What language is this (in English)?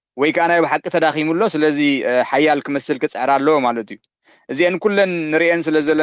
Tigrinya